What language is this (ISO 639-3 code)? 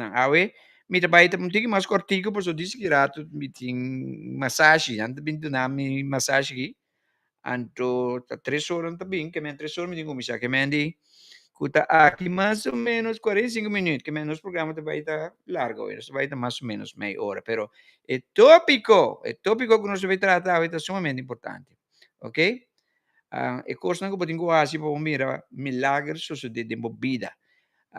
pap